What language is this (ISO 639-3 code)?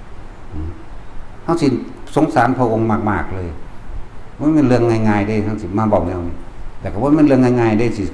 tts